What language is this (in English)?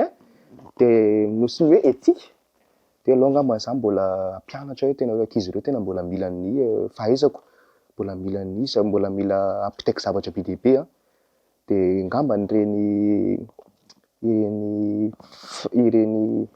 Malagasy